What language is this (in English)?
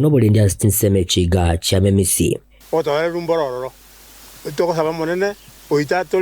Gusii